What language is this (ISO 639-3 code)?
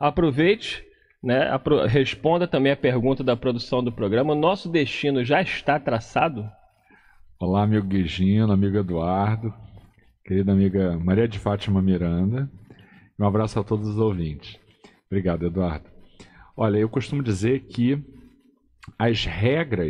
por